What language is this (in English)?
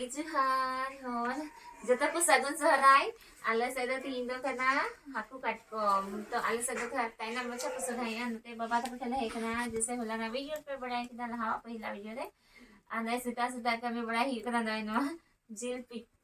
Santali